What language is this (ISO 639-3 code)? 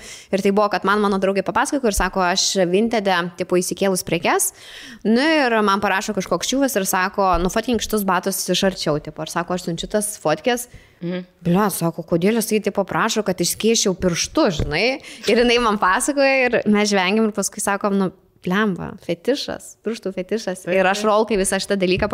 lit